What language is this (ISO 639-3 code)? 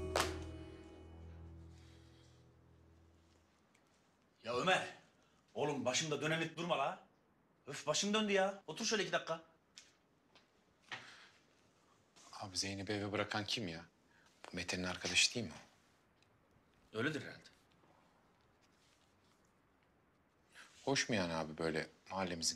tur